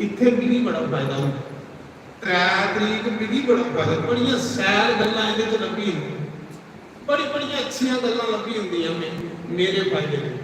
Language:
Dogri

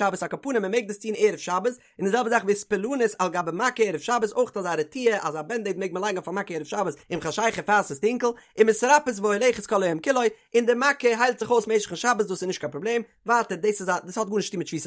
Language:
Yiddish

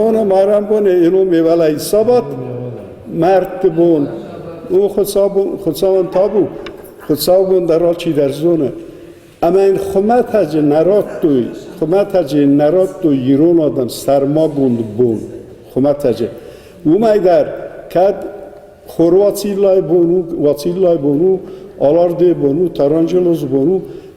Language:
Ossetic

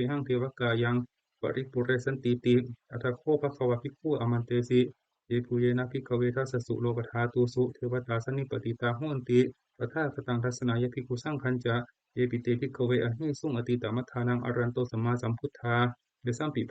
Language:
Pali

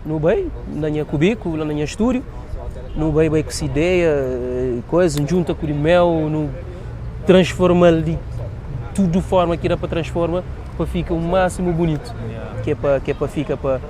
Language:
Kabuverdianu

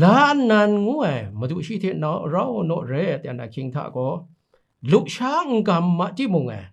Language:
Kachin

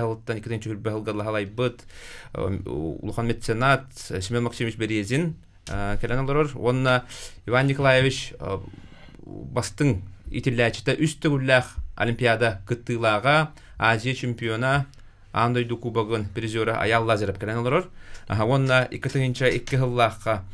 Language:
Yakut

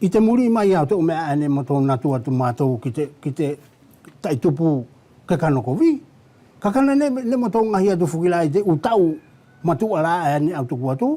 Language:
Wallisian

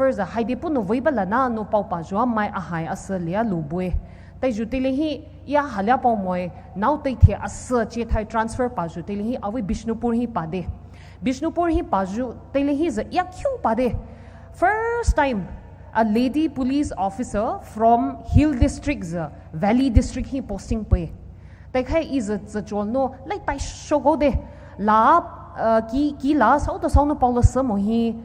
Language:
Poumei Naga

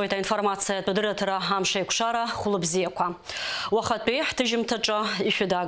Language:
Abkhazian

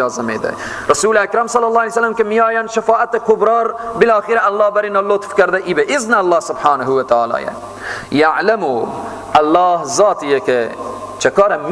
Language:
Persian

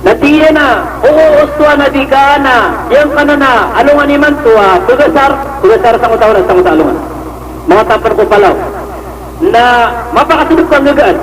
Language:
Maranao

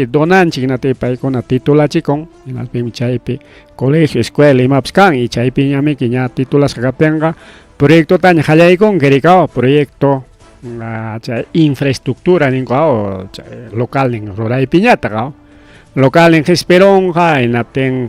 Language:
Ayacucho Quechua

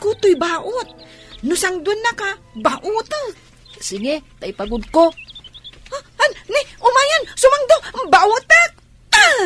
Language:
Iloko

